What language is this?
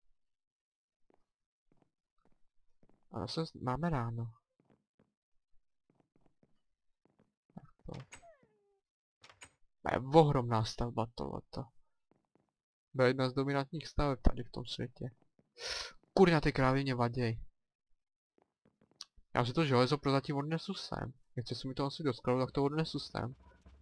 Czech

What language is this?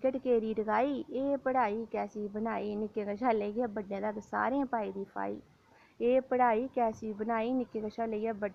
Dogri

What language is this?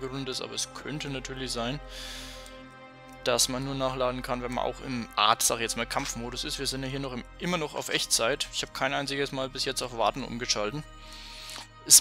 German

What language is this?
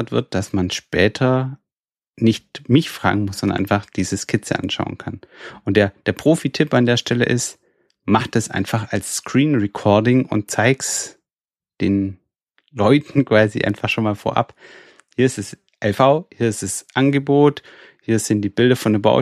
German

